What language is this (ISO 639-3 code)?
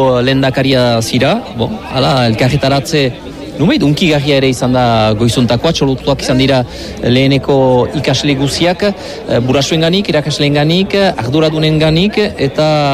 eus